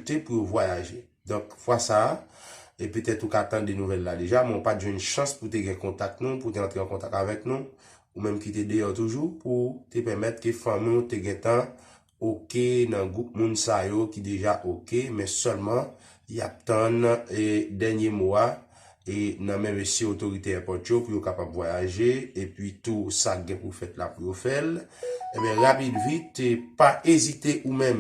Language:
Haitian Creole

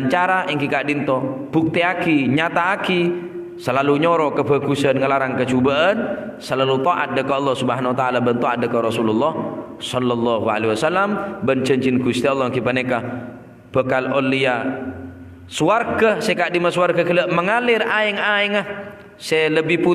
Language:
Madurese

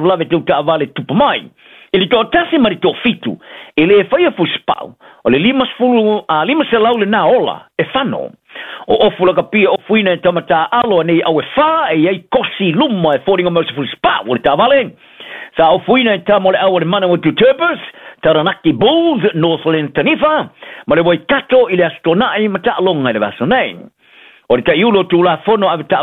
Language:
Samoan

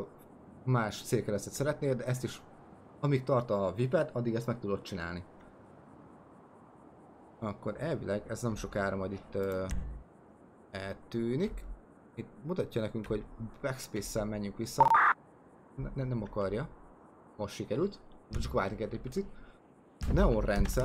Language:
Hungarian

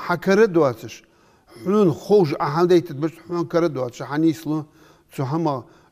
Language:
Ingush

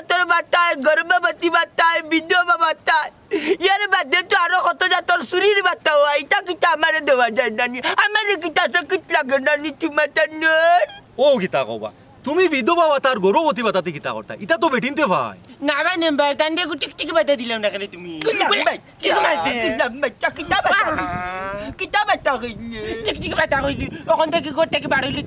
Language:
Sylheti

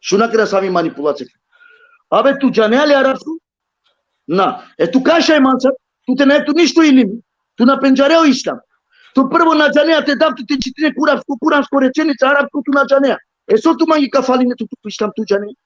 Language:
Balkan Romani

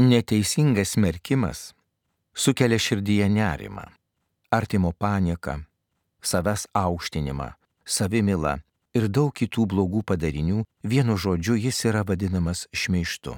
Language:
Lithuanian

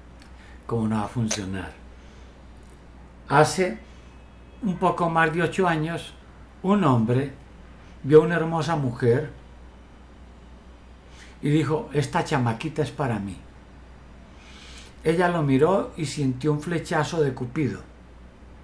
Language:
Spanish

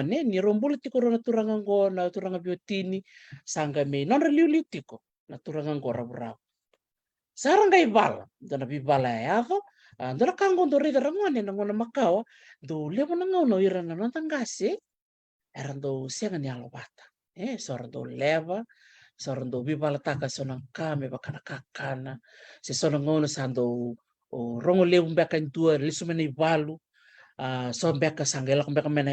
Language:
Fijian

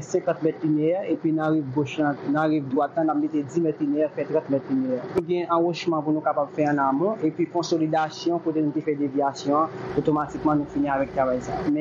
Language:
Haitian Creole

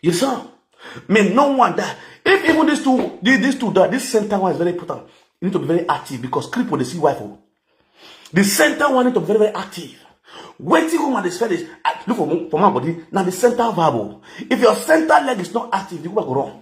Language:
Nigerian Pidgin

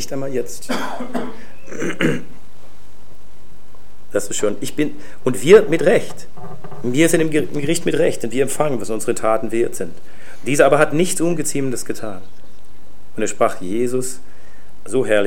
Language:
German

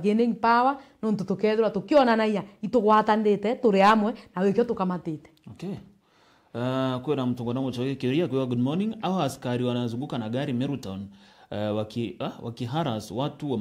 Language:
Meru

